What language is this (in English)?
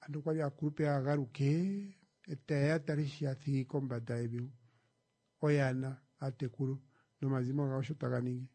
Kuanyama